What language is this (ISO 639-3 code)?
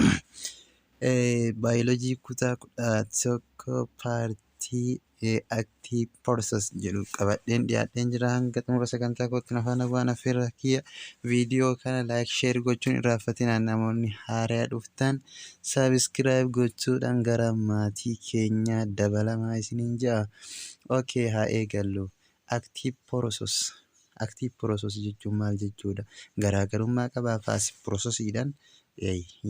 orm